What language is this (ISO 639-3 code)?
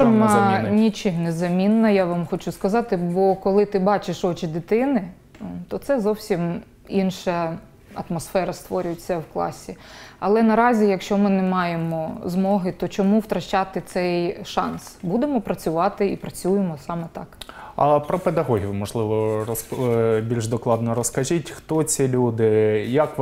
ukr